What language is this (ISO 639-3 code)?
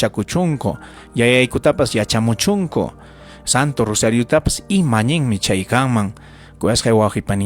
quy